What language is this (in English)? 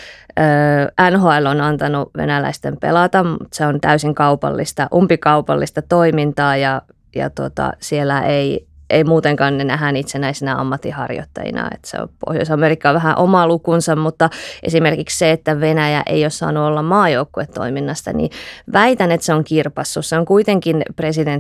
Finnish